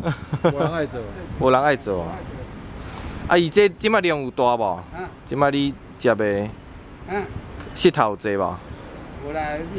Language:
Min Nan Chinese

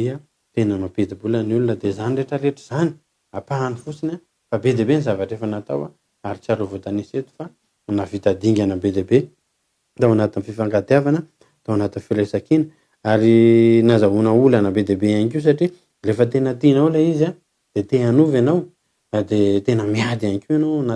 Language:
Malagasy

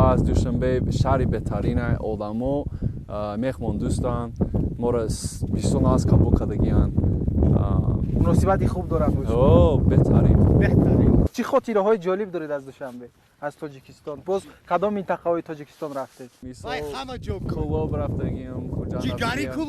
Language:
Tajik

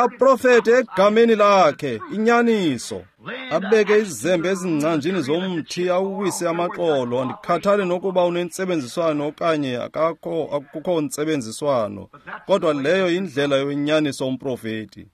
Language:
Xhosa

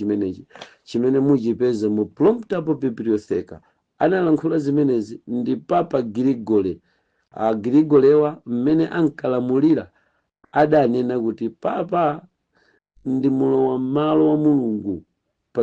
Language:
Nyanja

